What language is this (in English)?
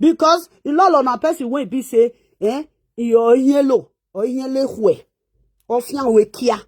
Nigerian Pidgin